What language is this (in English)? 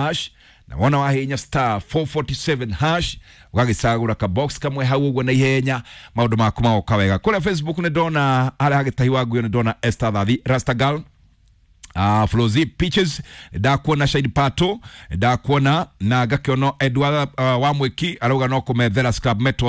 Kikuyu